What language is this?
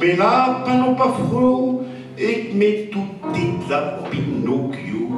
Picard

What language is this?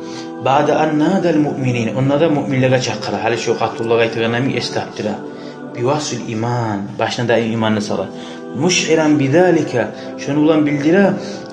Kumyk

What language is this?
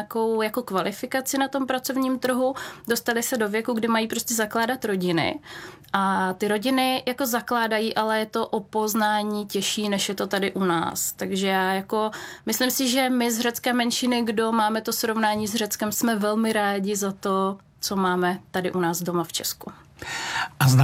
Czech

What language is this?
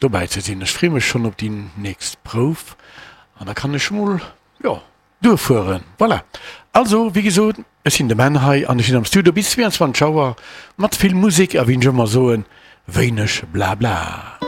Luxembourgish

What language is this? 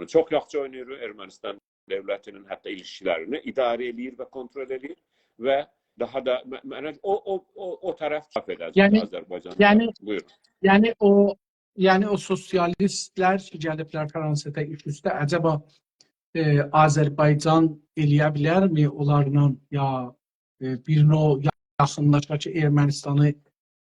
South Azerbaijani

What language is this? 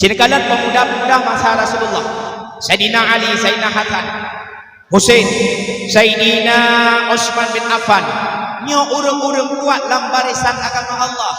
Achinese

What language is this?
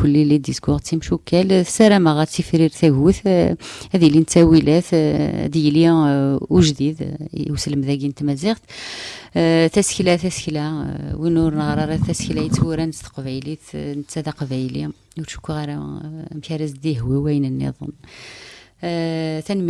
Kabyle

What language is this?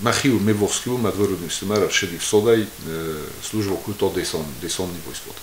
Ossetic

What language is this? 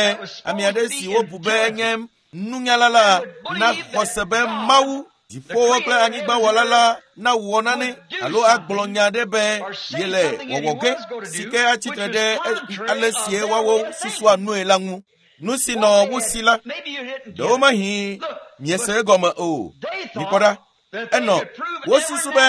Ewe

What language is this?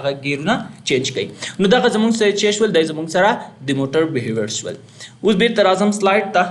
Pashto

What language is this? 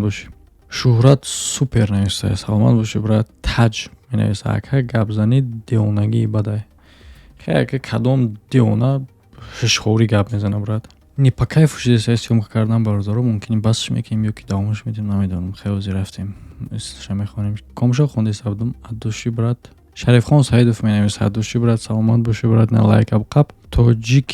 Tajik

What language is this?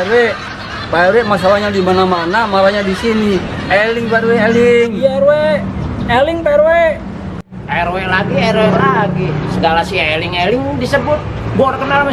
Betawi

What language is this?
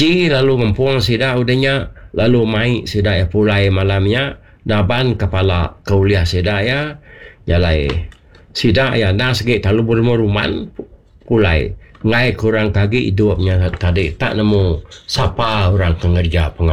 Iban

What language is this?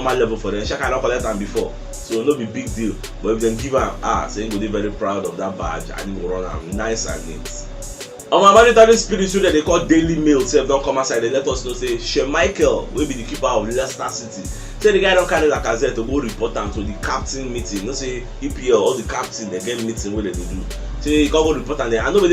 Nigerian Pidgin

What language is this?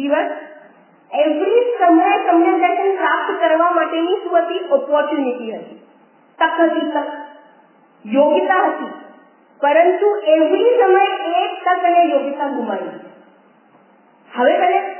Gujarati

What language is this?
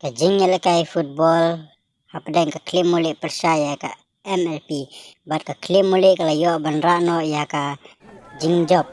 Khasi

